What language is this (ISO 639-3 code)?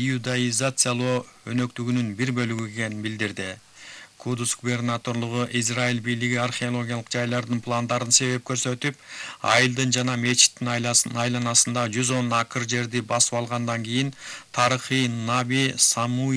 kir